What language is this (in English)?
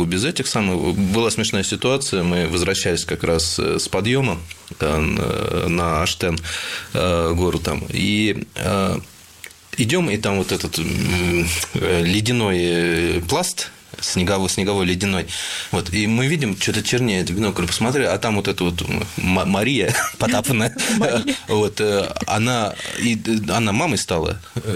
Russian